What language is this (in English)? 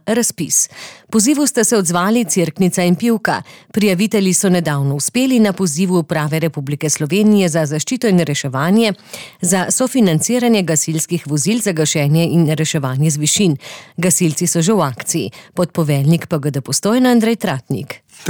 Slovenian